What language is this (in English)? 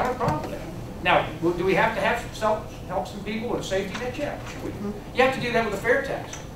English